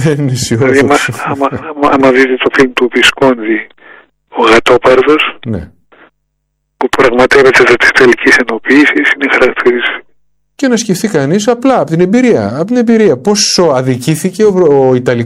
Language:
Greek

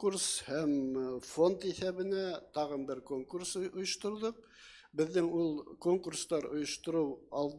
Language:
Bashkir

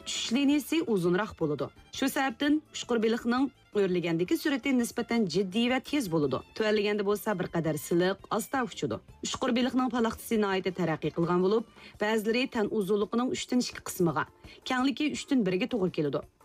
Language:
Uyghur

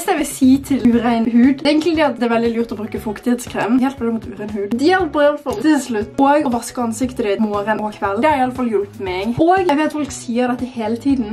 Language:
Norwegian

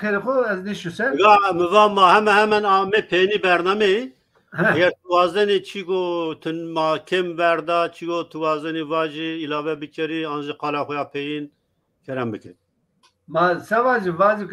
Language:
Zaza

